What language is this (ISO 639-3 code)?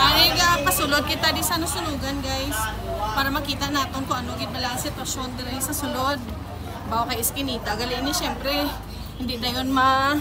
hil